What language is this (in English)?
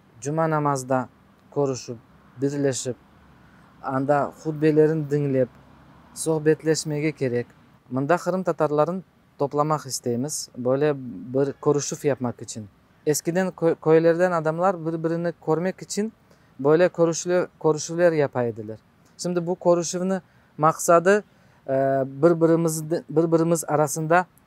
Crimean Tatar